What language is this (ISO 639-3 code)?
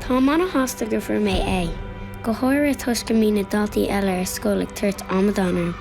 gle